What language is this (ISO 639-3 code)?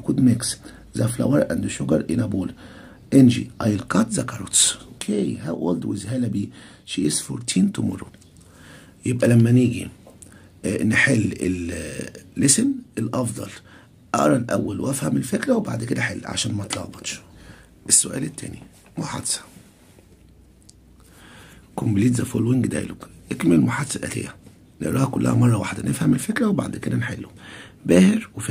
arz